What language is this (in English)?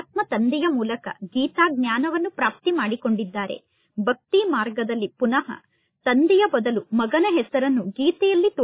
Kannada